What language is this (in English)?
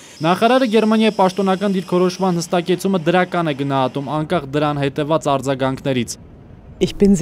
Armenian